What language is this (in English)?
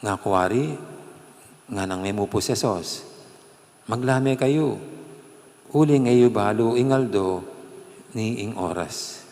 Pampanga